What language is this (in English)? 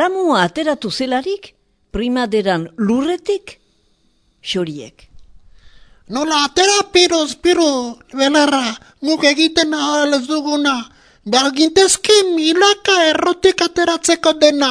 Basque